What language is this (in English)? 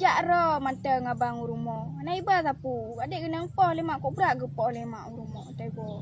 Achinese